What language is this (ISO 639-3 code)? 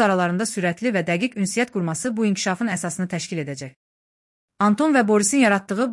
aze